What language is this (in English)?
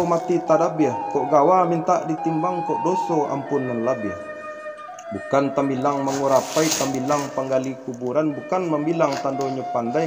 Minangkabau